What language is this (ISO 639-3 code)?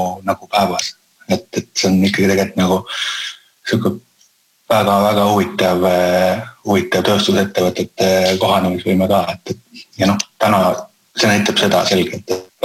est